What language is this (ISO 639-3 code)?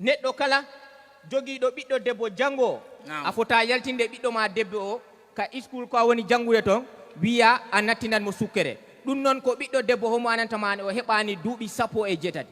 ful